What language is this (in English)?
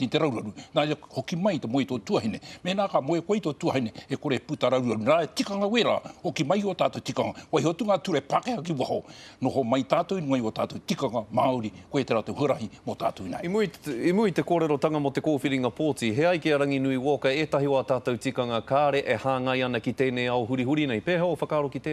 Māori